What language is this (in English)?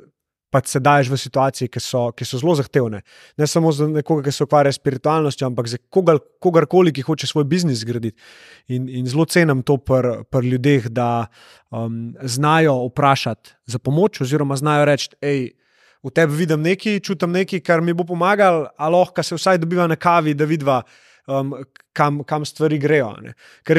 Slovenian